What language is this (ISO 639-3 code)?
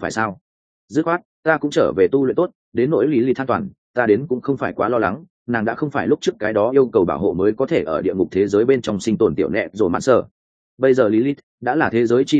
vie